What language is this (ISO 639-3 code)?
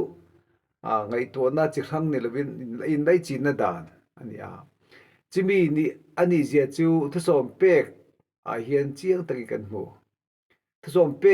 lus